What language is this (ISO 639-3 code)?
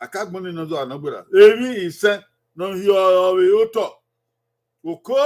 bin